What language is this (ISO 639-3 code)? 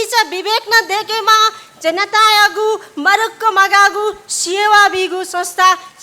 new